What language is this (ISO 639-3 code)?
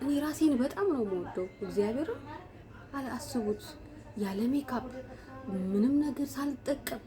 amh